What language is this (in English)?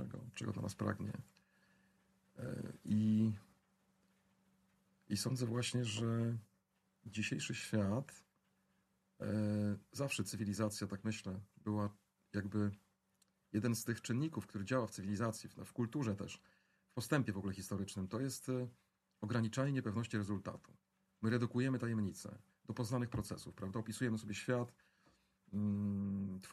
Polish